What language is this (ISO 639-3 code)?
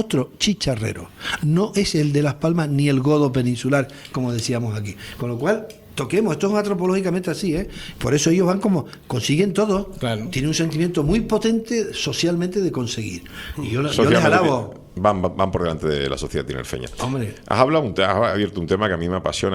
spa